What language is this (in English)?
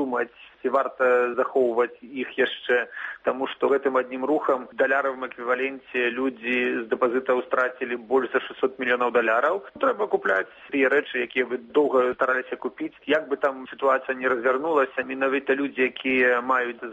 Belarusian